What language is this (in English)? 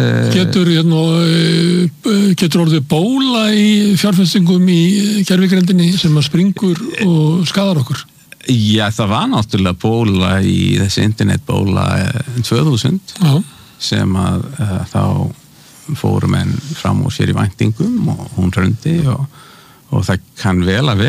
Icelandic